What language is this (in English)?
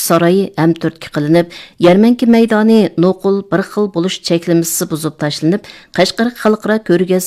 Uyghur